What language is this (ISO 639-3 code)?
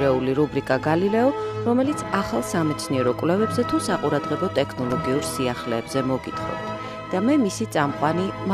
kat